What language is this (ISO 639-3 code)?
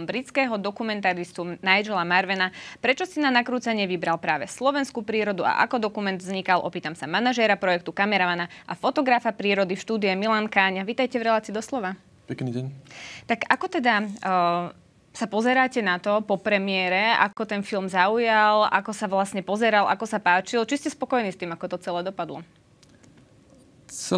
slk